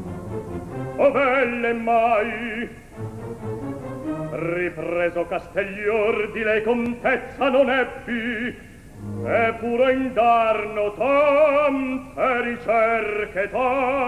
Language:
Italian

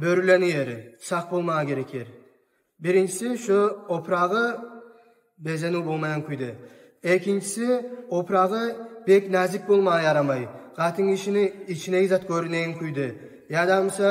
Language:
Kumyk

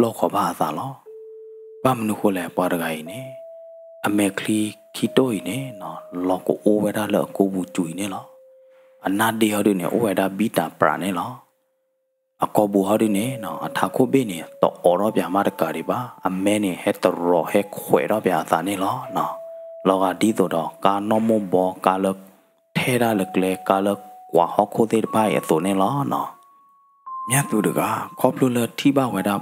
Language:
S'gaw Karen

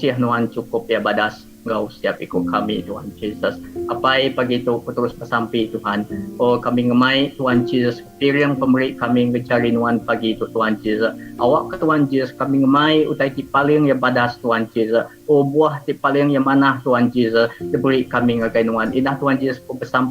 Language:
Iban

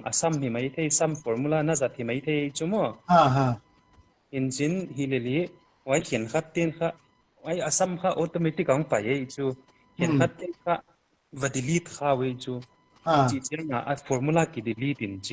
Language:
Paite Chin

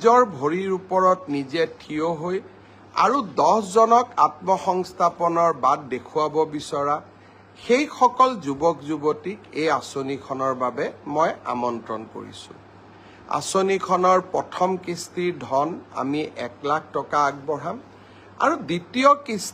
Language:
Assamese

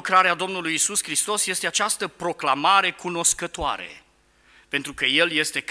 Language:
Romanian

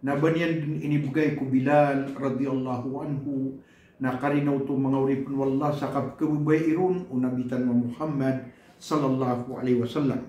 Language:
Maranao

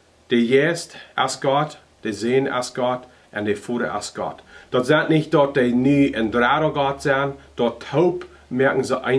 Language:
Plautdietsch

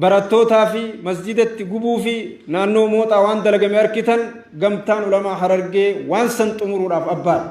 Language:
Oromo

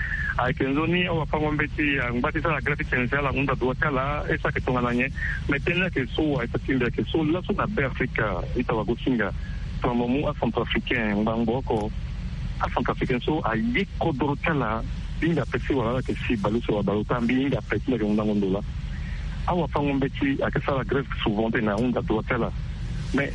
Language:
Sango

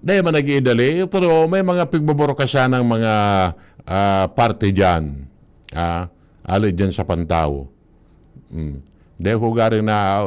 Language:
Bikol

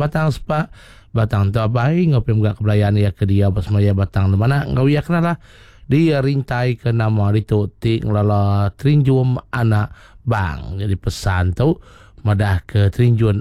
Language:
Iban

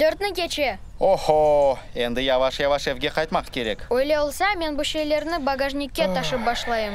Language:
Crimean Tatar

